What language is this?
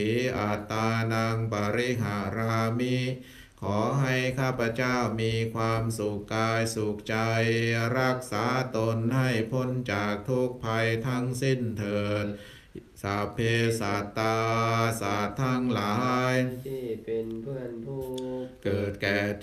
Thai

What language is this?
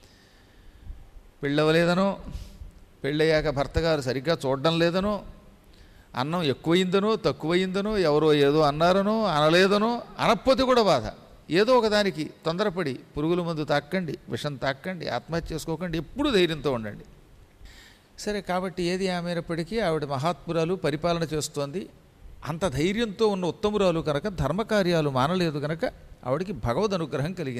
Telugu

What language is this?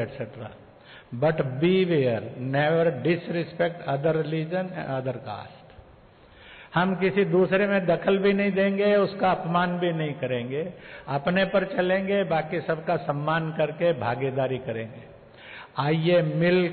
Hindi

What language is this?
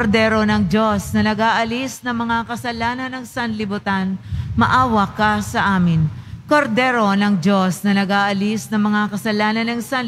Filipino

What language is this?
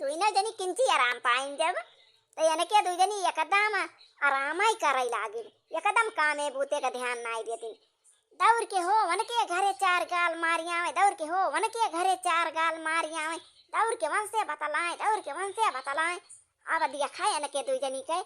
Awadhi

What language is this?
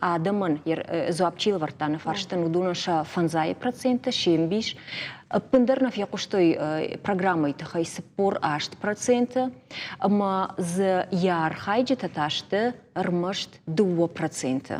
Ossetic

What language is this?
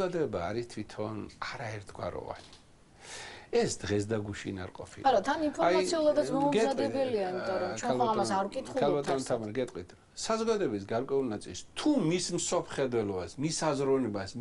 Georgian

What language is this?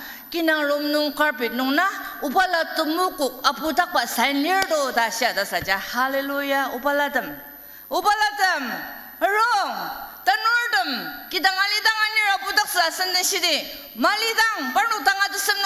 Ao Naga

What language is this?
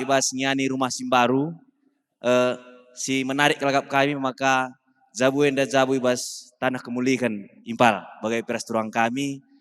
Batak Karo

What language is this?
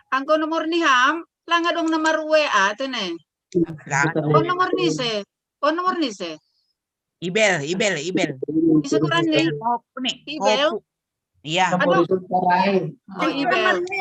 Batak Simalungun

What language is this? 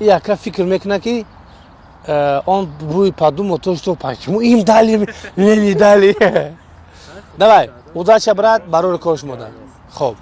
Tajik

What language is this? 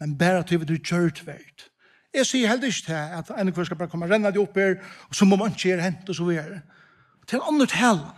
Faroese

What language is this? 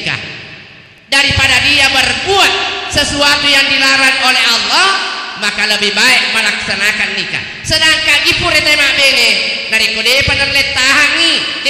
Buginese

